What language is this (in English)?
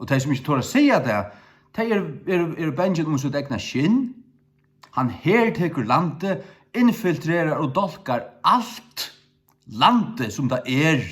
Faroese